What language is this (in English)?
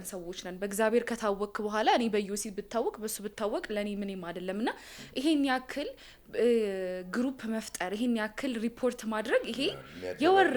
Amharic